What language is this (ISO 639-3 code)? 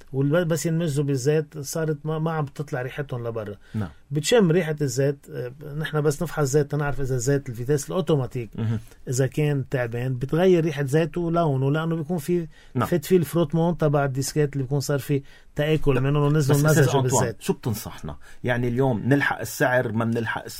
apc